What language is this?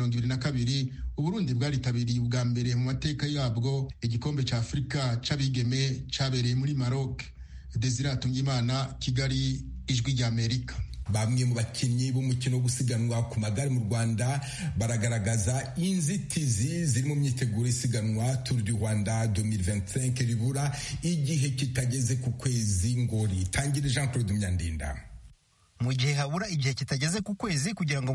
Kinyarwanda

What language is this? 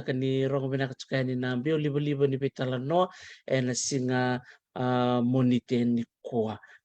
Fijian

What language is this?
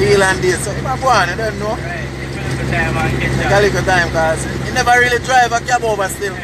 Jamaican Creole English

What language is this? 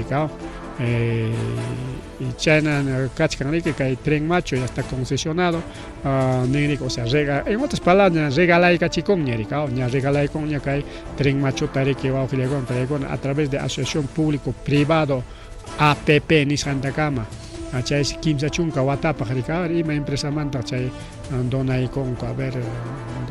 Ayacucho Quechua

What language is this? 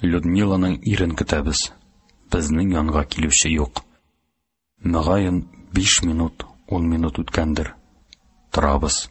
Tatar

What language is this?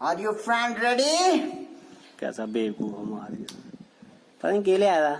Dogri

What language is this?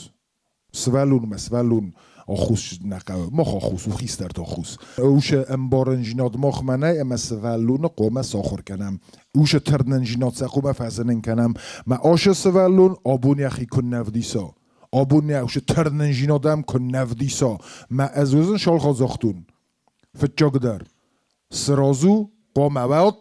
Ossetic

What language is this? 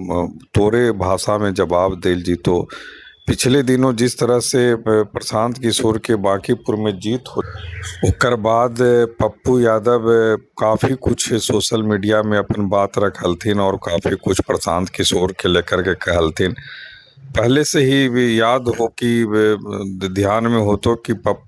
Magahi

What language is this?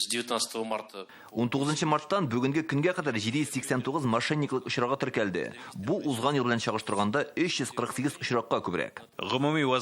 Tatar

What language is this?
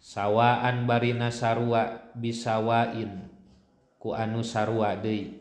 Sundanese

